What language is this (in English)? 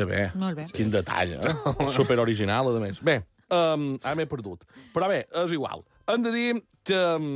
Catalan